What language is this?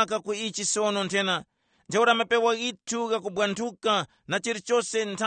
Tumbuka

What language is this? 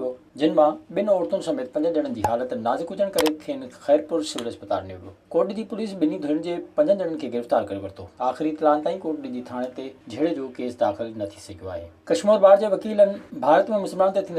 Sindhi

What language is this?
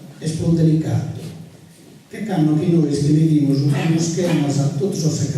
Sardinian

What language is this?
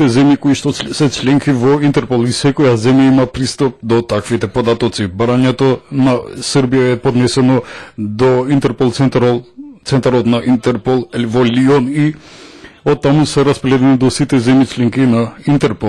Macedonian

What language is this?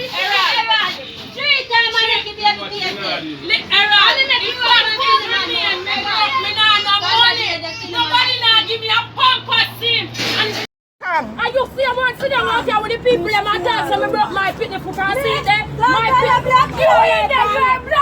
Jamaican Creole English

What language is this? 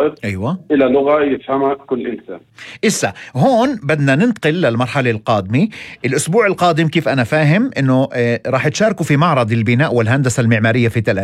North Levantine Arabic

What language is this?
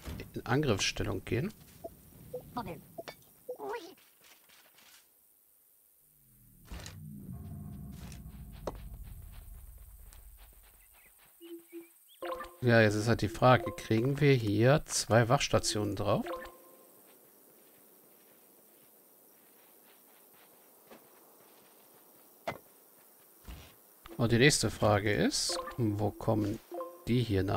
German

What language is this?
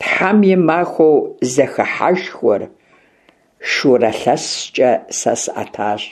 Kabardian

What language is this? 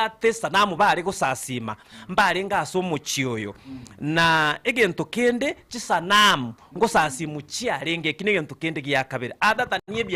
Gusii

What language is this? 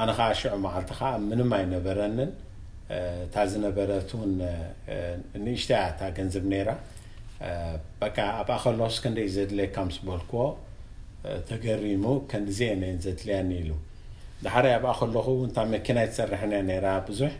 Tigrinya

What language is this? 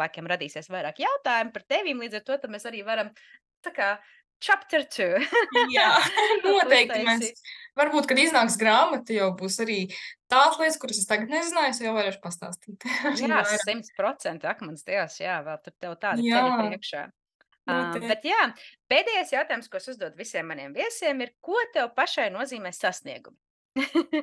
Latvian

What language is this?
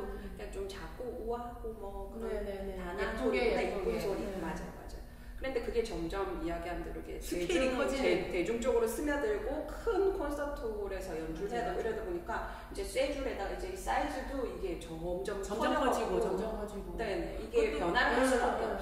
Korean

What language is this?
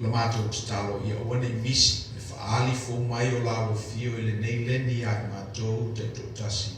Samoan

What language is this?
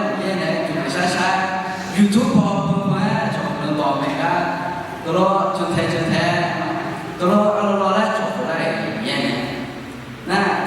Akha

